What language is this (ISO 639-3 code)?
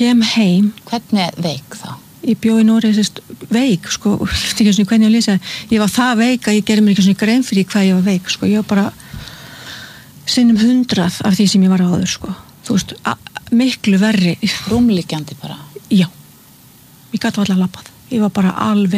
isl